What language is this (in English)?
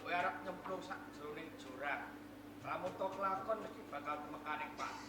Javanese